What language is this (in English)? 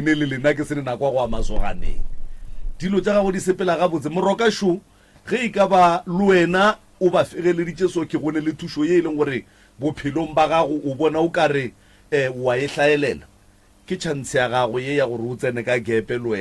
Northern Sotho